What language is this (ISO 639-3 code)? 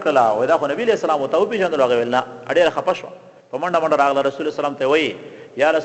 pus